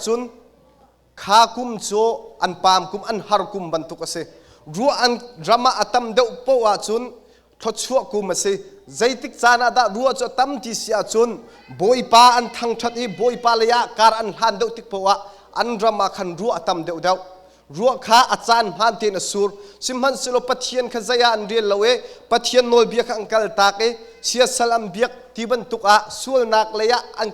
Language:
Hakha Chin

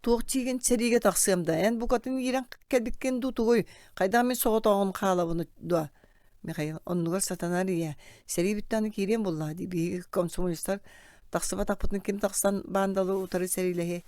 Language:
Yakut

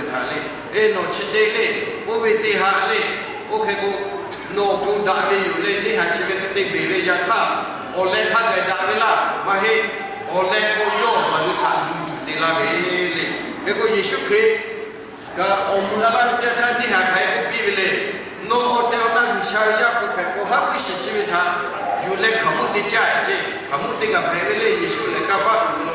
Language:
Lahu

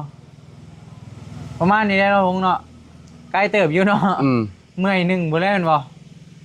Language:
Northeastern Thai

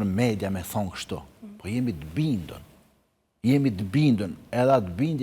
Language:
Albanian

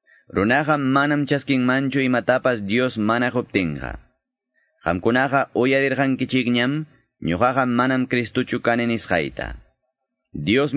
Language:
Quechua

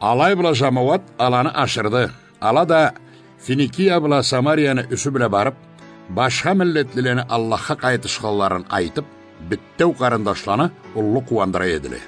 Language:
Karachay-Balkar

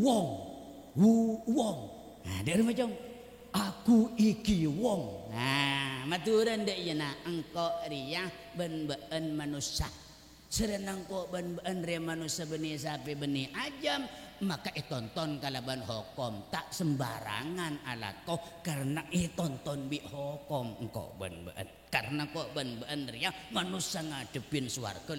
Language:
Madurese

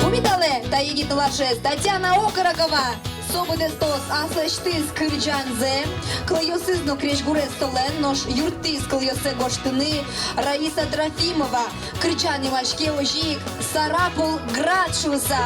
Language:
Udmurt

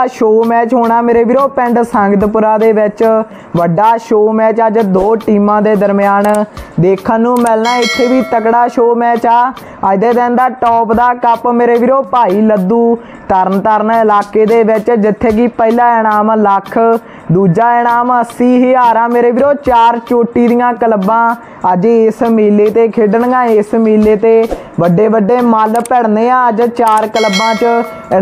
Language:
Punjabi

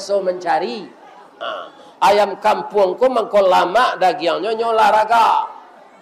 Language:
Minangkabau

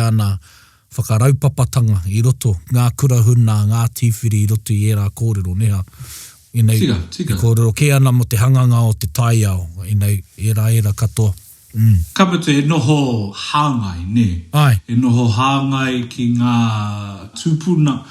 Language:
Māori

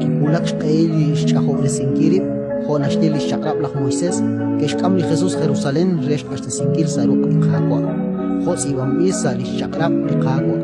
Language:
Kekchí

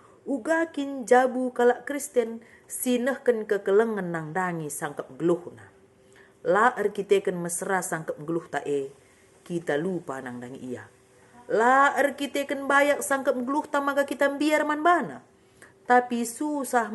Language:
Batak Karo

